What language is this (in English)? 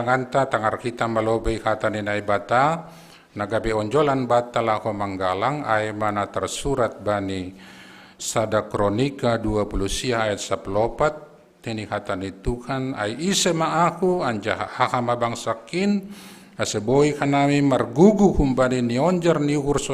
Batak Simalungun